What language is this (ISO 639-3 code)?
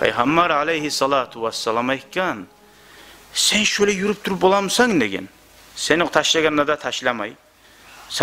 kum